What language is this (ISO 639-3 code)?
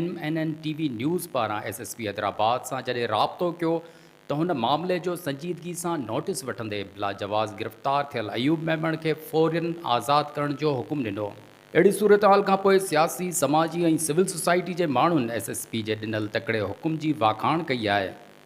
snd